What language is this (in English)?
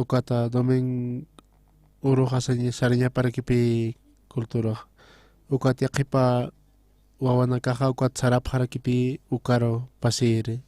Aymara